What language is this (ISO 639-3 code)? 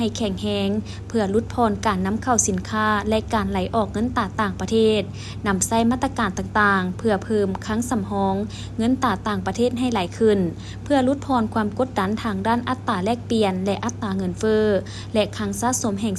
lao